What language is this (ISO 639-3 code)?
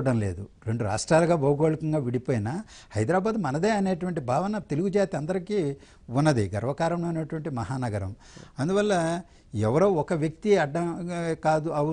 tel